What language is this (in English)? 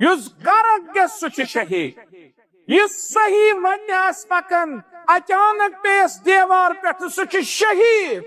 Kashmiri